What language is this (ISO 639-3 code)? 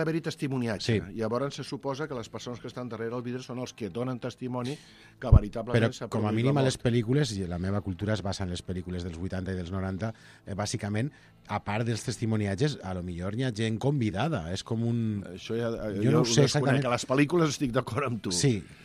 cat